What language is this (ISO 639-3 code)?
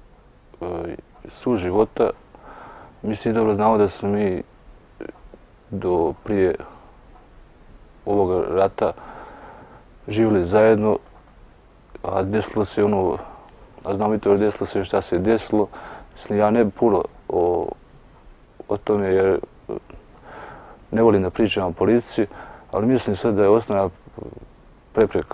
bos